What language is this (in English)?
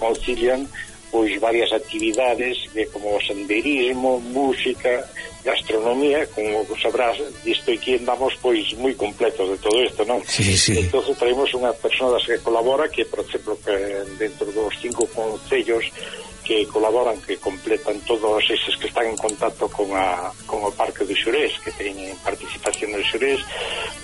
Galician